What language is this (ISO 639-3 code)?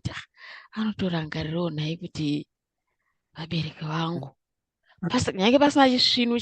sna